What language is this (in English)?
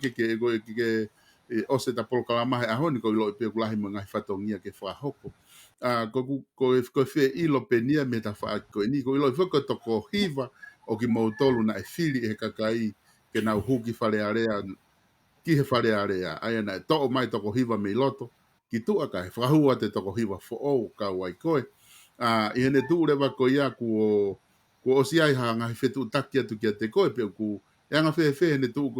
Tongan